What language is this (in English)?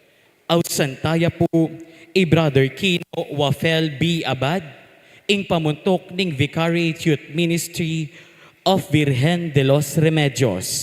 Pampanga